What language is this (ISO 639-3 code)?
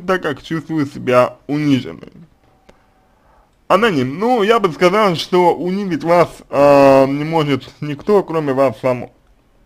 rus